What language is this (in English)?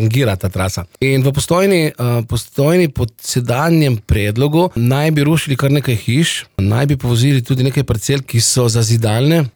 Slovenian